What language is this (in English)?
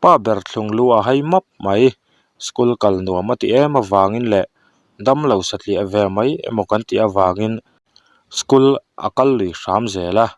Mizo